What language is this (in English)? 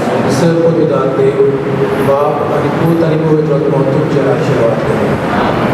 Konkani